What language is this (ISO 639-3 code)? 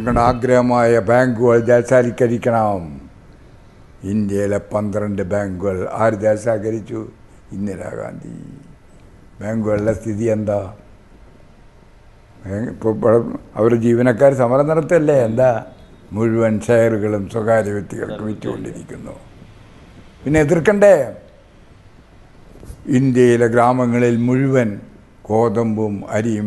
mal